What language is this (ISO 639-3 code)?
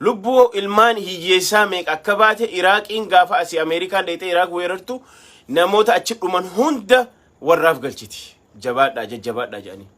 orm